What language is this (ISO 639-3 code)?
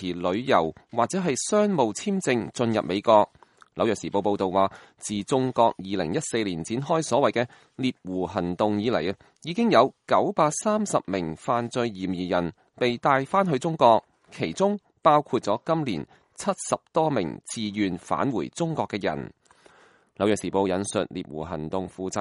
yue